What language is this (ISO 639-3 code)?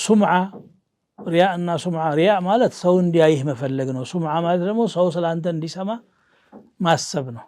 amh